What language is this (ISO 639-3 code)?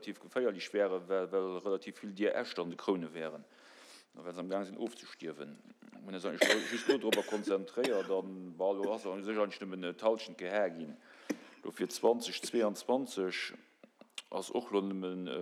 ltz